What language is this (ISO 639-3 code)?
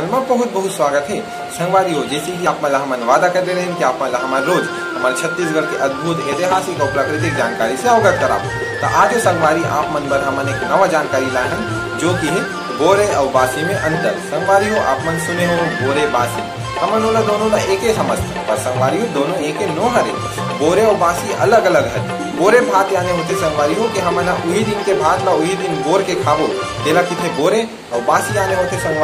hne